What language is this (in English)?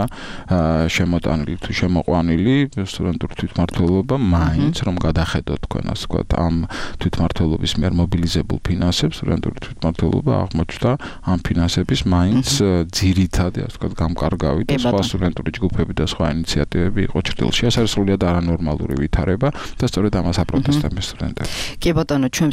Georgian